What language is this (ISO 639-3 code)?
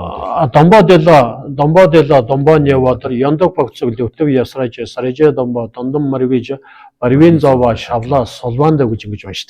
mon